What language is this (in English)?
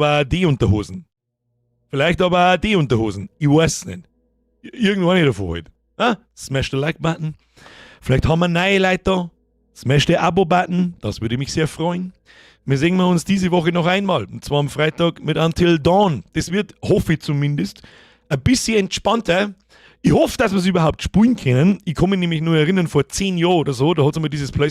Bavarian